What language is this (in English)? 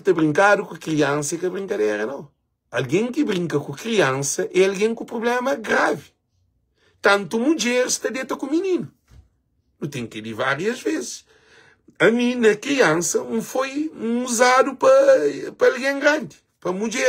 Kabuverdianu